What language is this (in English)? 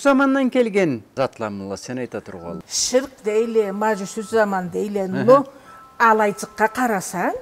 Karachay-Balkar